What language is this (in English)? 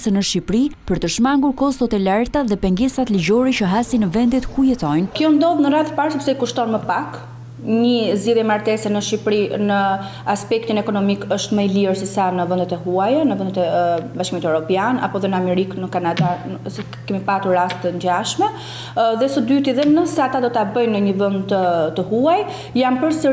Albanian